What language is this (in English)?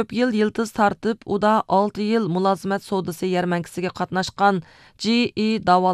Uyghur